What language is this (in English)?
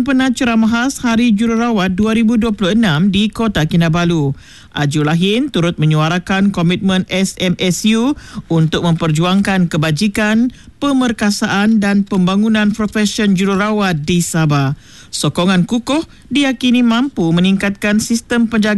Malay